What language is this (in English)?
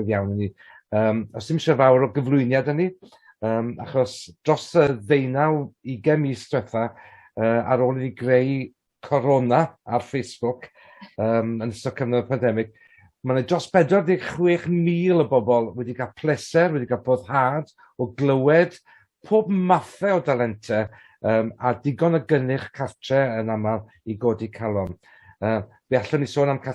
Welsh